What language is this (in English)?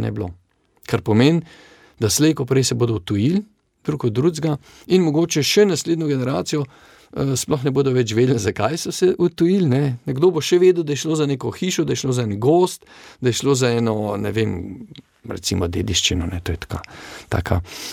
Slovenian